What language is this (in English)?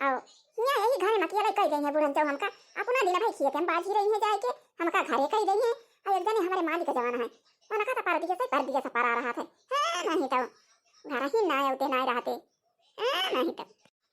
Awadhi